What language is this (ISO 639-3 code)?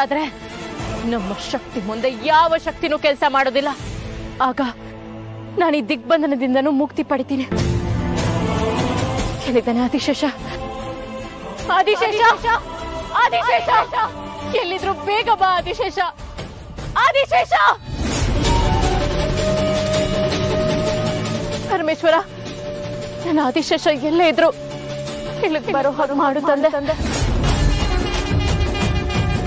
kan